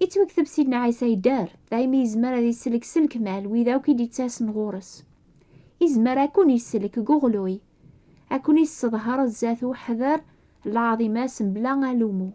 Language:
Kabyle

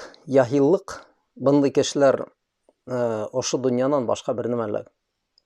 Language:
Bashkir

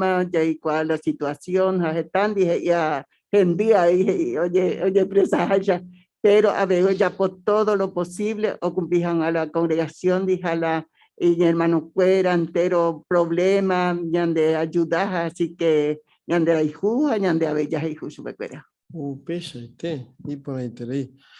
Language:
Guarani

